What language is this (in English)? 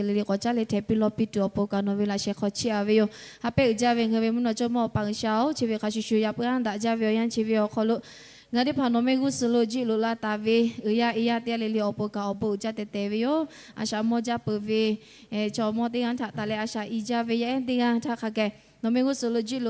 Lahu